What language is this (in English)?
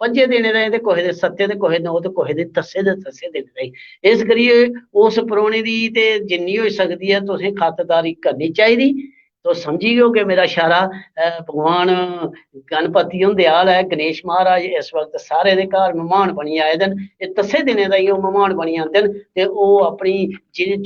Dogri